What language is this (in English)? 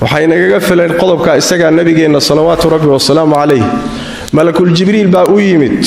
Somali